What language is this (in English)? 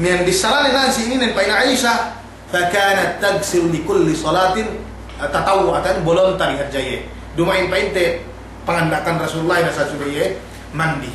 Yakan